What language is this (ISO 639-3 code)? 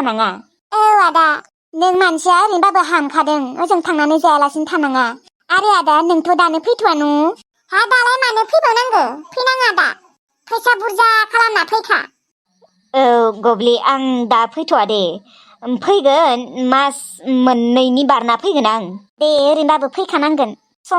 brx